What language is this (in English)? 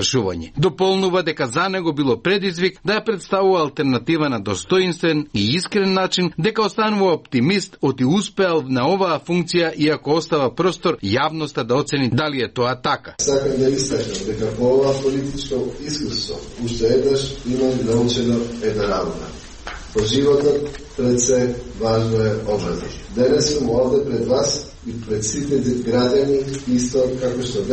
Macedonian